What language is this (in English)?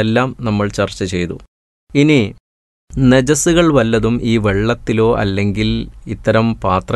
Malayalam